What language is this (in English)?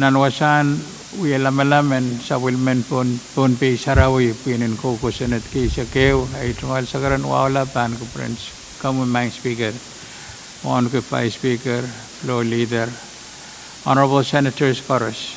Pohnpeian